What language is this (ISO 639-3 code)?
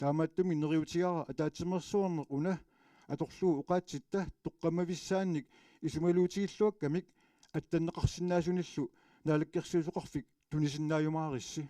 kal